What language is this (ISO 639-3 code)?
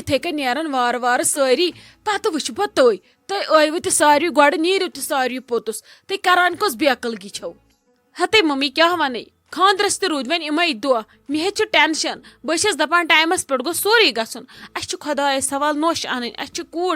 kas